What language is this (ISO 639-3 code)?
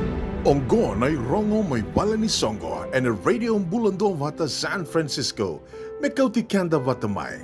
fij